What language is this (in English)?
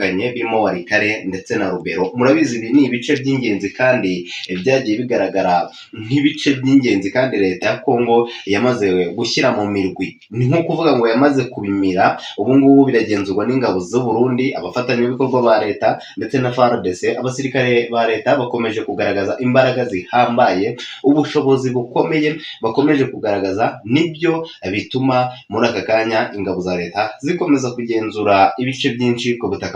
Kinyarwanda